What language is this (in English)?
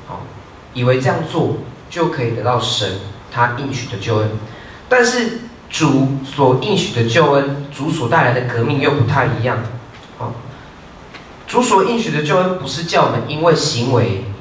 Chinese